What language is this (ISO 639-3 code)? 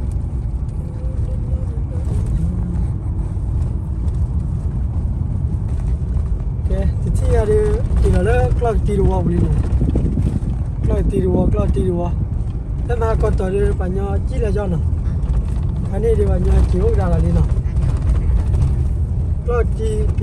ksw